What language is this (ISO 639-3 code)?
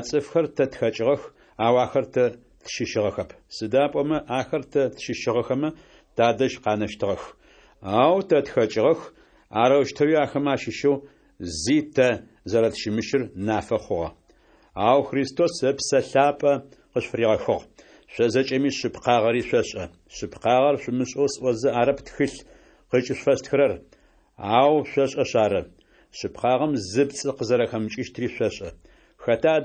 ady